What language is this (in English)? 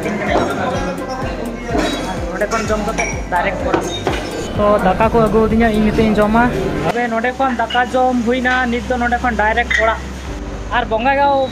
Santali